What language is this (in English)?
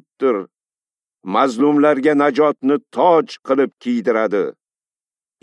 Uzbek